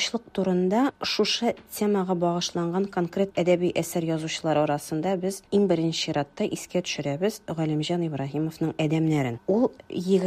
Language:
Tatar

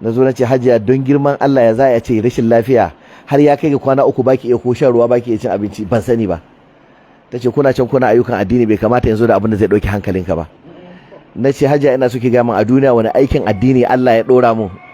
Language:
Hausa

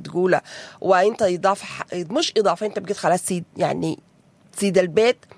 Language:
Sudanese Arabic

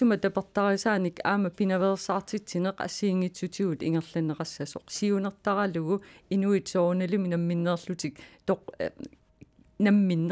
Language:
Kalaallisut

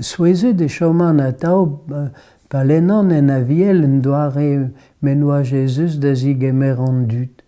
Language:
Breton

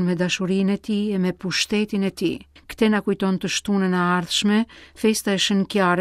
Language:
Albanian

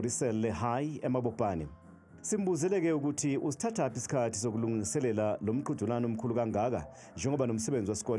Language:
Zulu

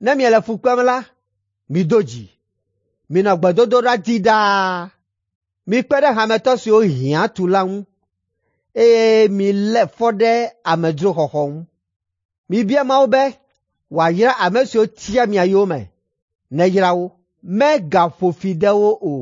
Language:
Ewe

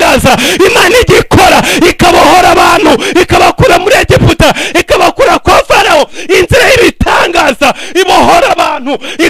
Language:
Kinyarwanda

